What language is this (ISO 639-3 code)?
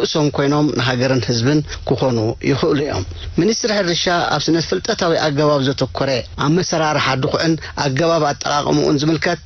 tir